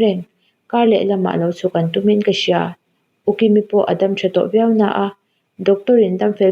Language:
Mizo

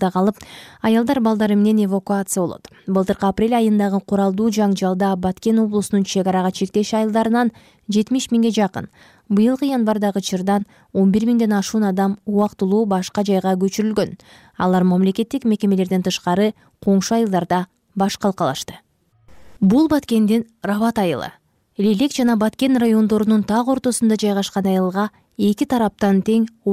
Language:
Kyrgyz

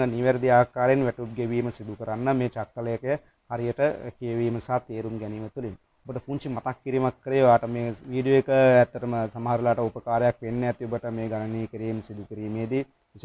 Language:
Sinhala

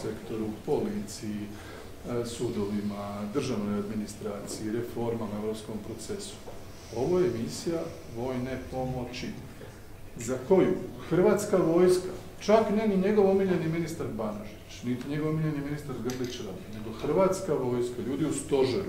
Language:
Croatian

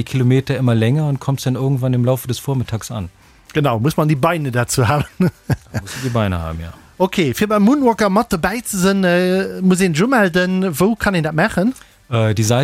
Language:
Luxembourgish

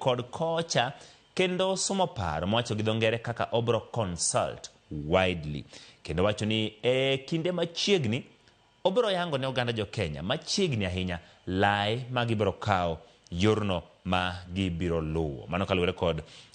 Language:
Luo (Kenya and Tanzania)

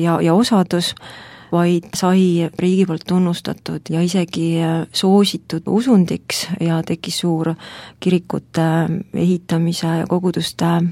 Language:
Estonian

